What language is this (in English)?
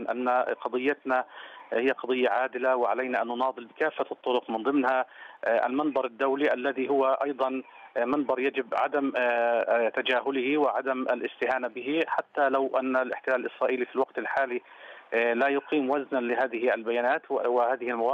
Arabic